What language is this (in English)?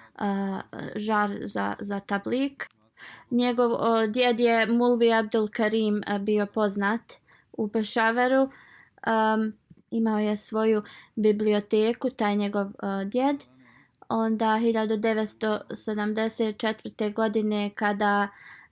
Bosnian